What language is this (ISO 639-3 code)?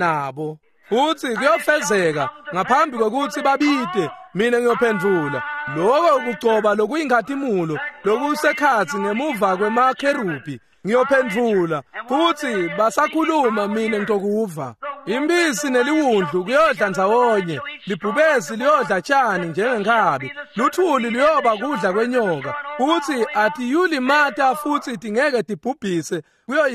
ssw